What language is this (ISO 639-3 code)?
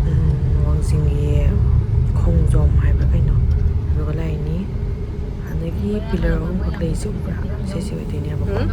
mni